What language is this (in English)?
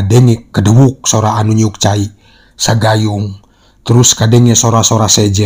Sundanese